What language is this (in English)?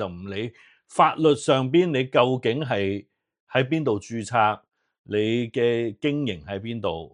Cantonese